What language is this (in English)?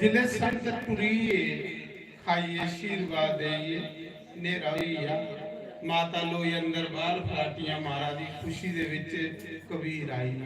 Dogri